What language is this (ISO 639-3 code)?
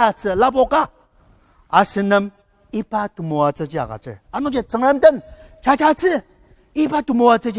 njo